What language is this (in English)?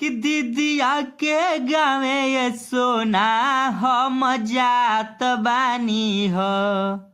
Bhojpuri